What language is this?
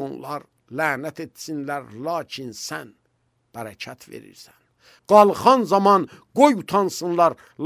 Azerbaijani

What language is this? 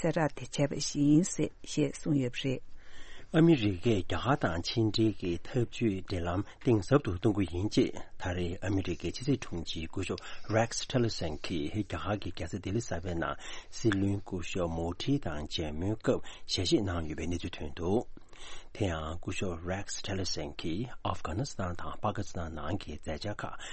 Tibetan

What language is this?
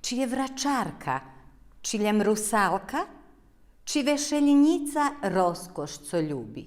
Rusyn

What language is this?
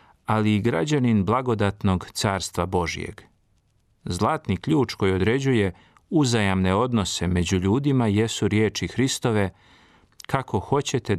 Serbian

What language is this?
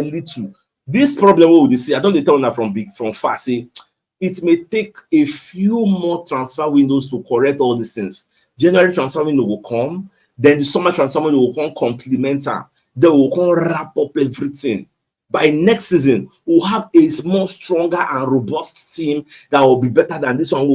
Nigerian Pidgin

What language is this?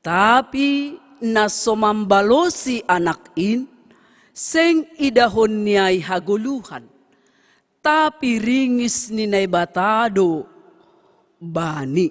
Batak Simalungun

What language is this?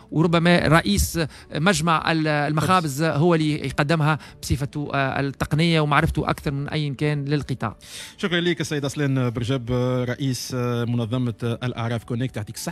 Tunisian Arabic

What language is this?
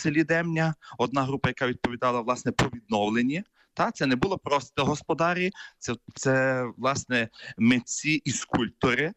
Ukrainian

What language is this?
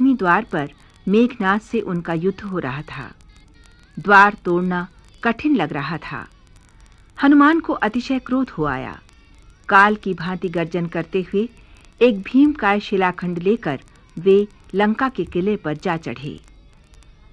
Hindi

